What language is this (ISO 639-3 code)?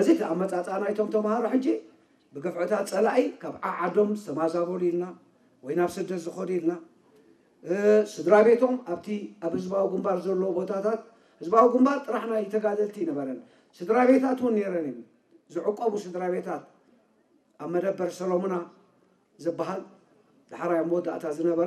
tir